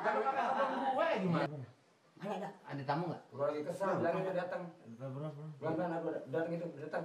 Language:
Betawi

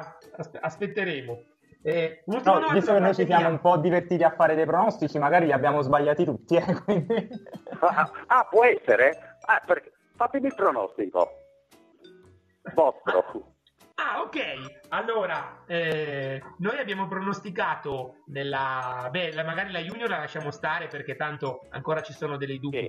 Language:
Italian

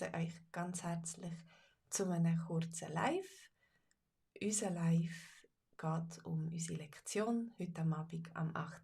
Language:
Swiss German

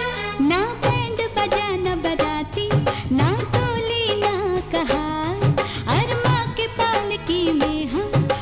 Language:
Bhojpuri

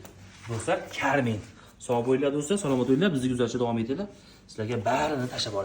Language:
Uzbek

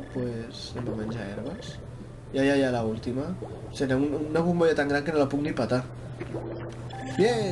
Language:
Catalan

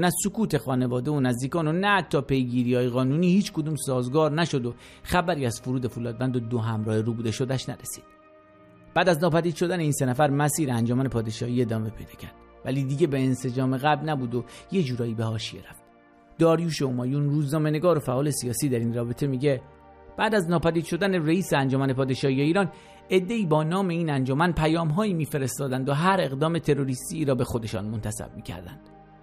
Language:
Persian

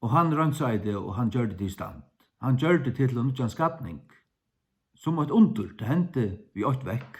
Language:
Faroese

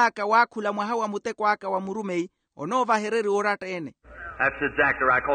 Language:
Makhuwa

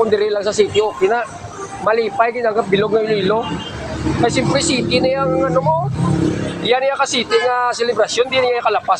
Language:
Hiligaynon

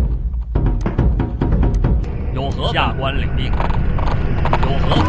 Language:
Chinese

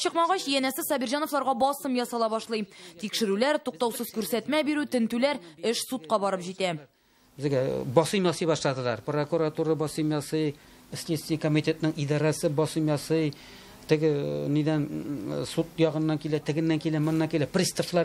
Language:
Tatar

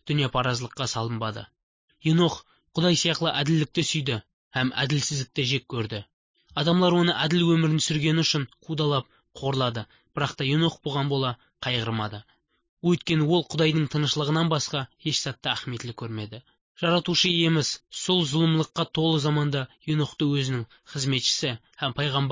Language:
Kara-Kalpak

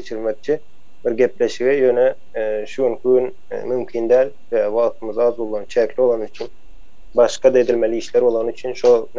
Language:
Turkmen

